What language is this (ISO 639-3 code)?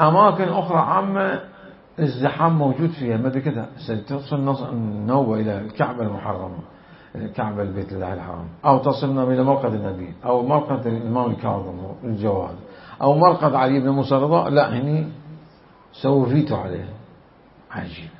acm